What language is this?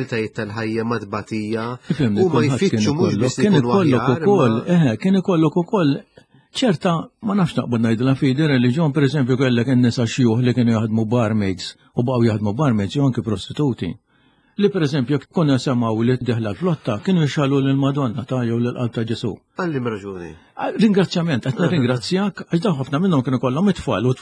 Maltese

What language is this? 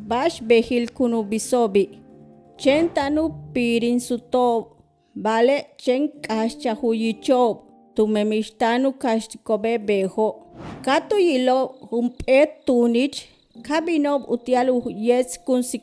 Yucateco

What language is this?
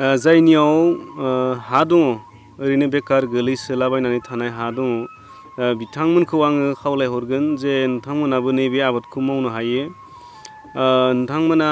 Bodo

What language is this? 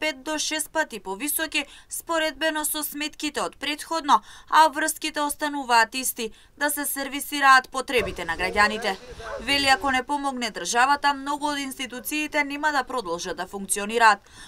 Macedonian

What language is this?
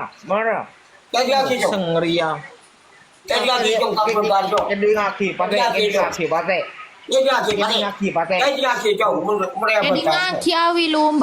Madurese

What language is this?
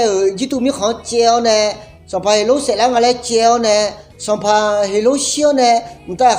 Akha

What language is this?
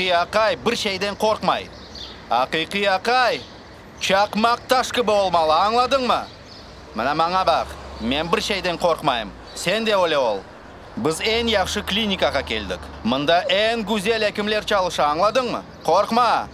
Crimean Tatar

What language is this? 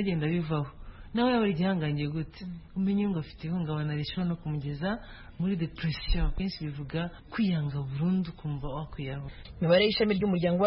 Kinyarwanda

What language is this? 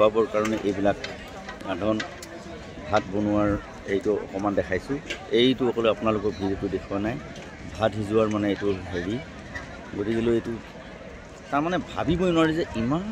Assamese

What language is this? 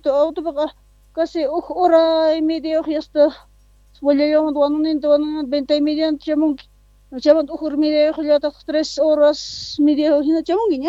South Bolivian Quechua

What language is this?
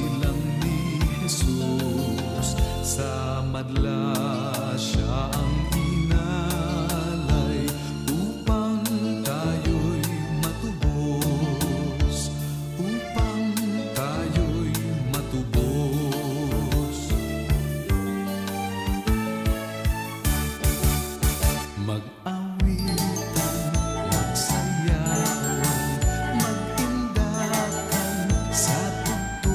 Filipino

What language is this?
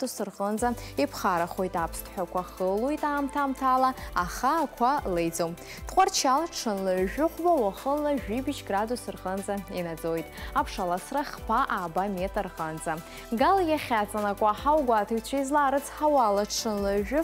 Abkhazian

